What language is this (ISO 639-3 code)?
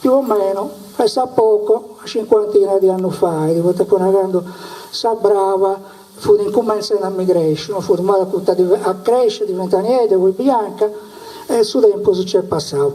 srd